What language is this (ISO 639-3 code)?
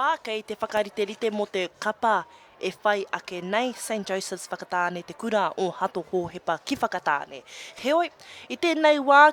mri